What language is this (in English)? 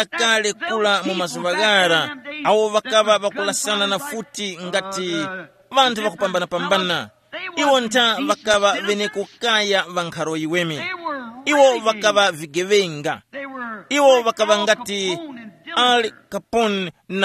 Tumbuka